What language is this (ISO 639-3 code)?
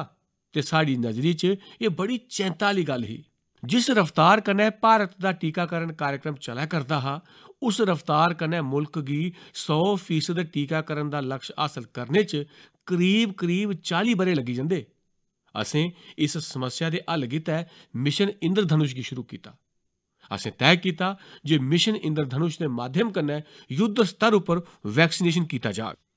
doi